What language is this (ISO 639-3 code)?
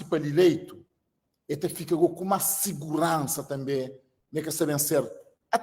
kea